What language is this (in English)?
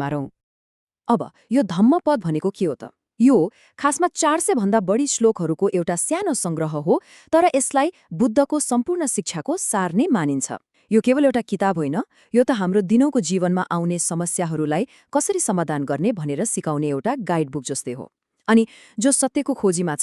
Nepali